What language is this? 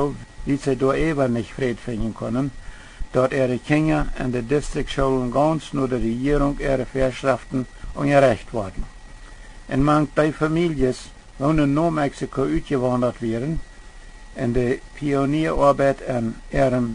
Plautdietsch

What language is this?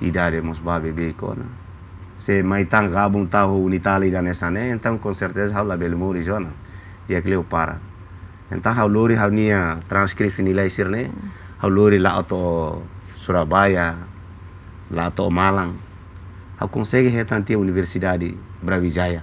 Tetum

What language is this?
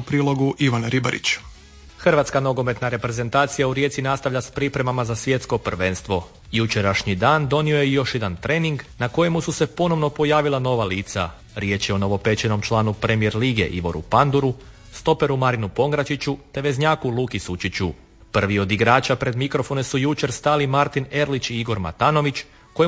Croatian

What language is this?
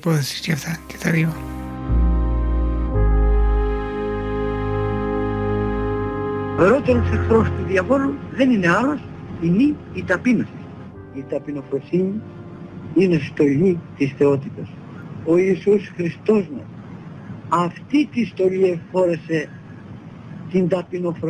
Greek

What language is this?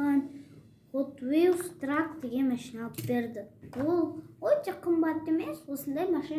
Kazakh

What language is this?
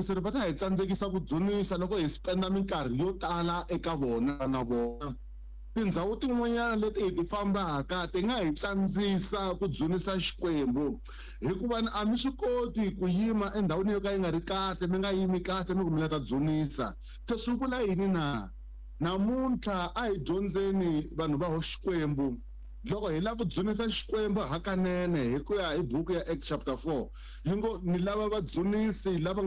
Tsonga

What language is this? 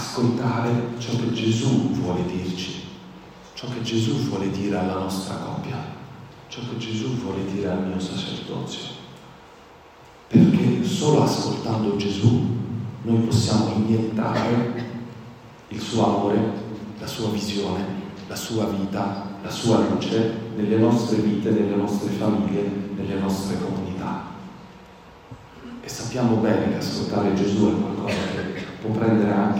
Italian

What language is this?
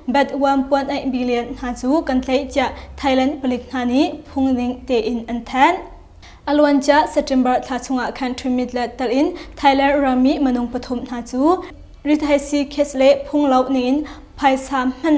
Hakha Chin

